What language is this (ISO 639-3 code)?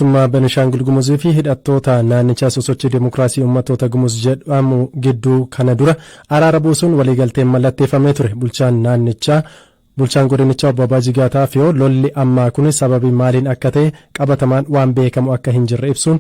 orm